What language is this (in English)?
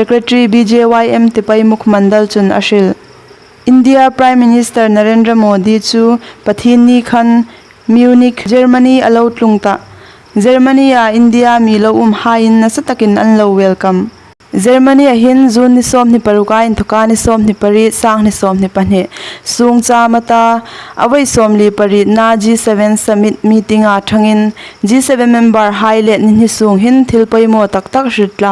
Hmar